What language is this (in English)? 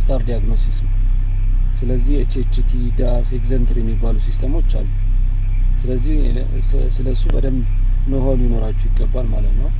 Amharic